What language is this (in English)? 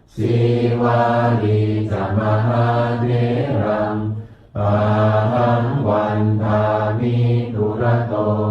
Pali